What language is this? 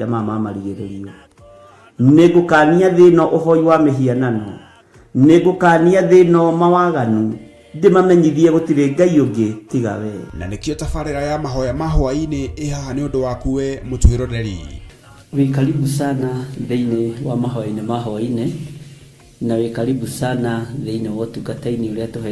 Kikuyu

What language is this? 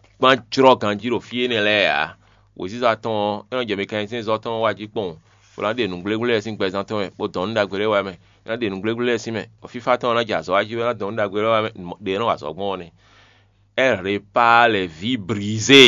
Fon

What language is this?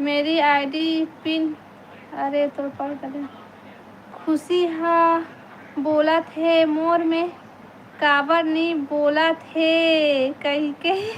Chhattisgarhi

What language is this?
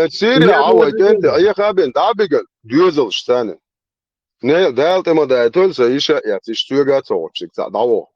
Chechen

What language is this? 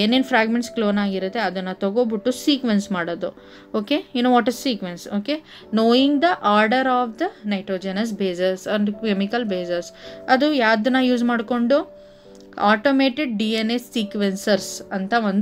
Kannada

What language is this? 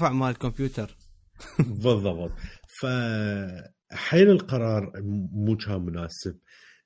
Mesopotamian Arabic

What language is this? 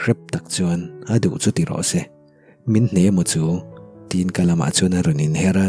Mizo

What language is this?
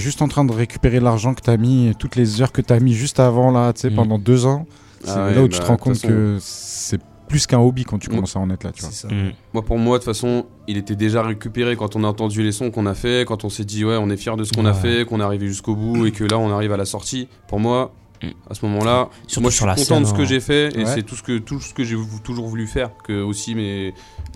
French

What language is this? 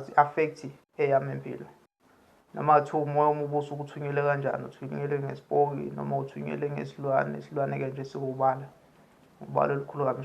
Zulu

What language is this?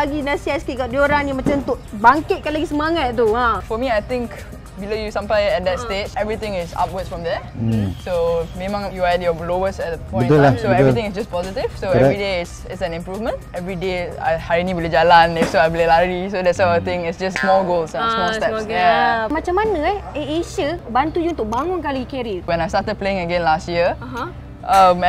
Malay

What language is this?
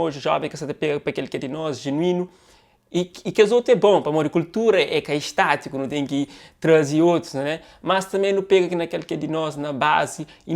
Kabuverdianu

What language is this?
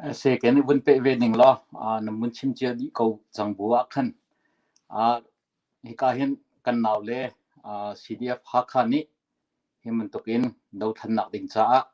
Hakha Chin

